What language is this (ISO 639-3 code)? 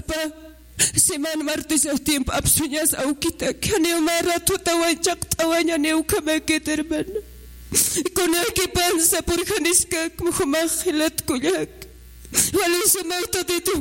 aym